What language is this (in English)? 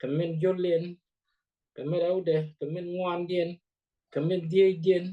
Nuer